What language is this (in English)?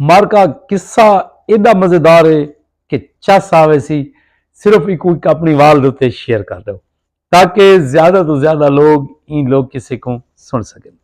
Saraiki